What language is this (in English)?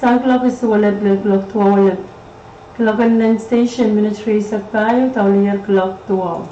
Pohnpeian